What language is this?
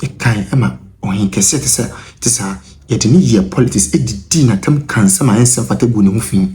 Akan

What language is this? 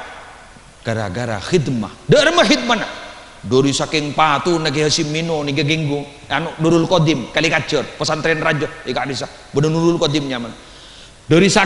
Madurese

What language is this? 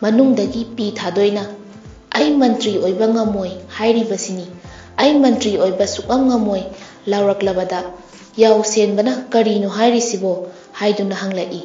Manipuri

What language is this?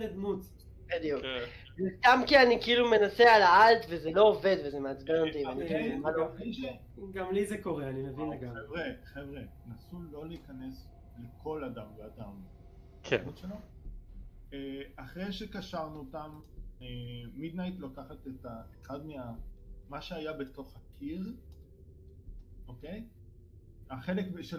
Hebrew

